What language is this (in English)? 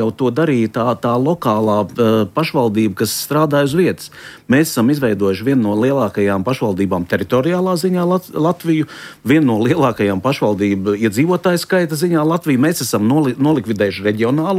Latvian